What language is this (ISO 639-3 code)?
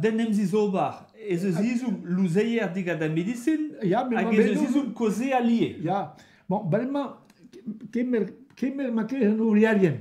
bre